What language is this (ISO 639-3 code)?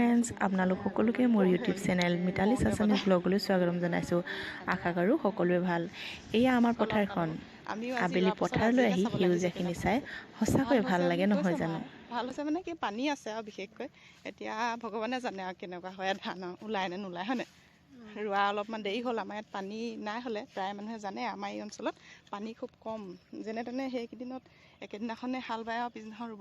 asm